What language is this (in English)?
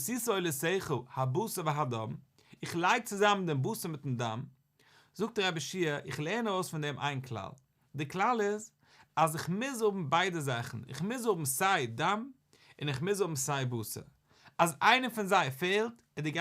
Yiddish